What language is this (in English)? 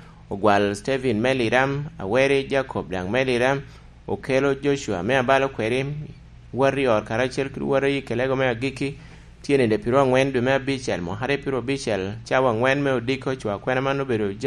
Lango (Uganda)